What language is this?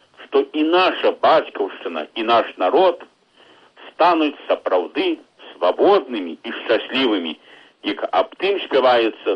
Belarusian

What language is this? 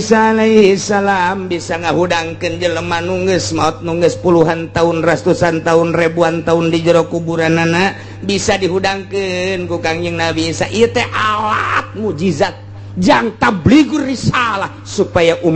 Sundanese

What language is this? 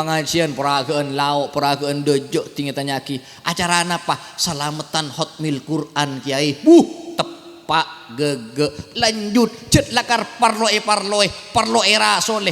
Madurese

